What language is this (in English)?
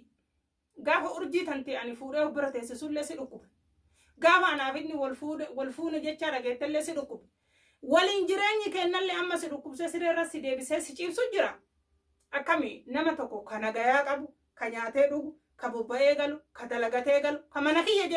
Oromo